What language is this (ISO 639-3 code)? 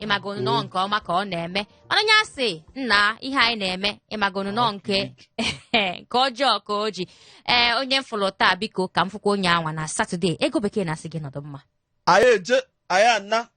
ibo